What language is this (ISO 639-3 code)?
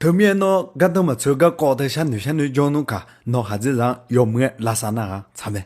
ahk